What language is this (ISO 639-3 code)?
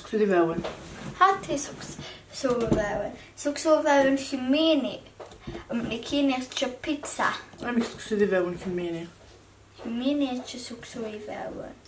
kab